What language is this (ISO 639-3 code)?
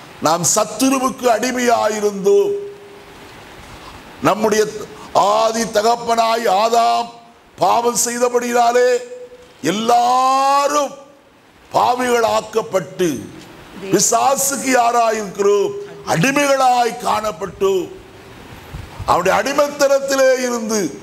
tam